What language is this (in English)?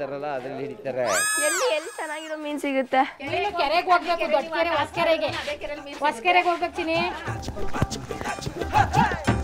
Kannada